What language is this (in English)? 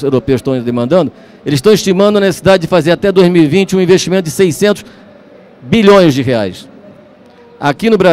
Portuguese